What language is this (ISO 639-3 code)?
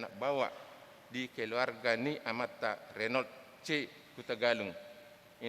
bbc